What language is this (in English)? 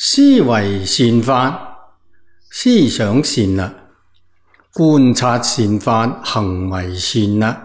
Cantonese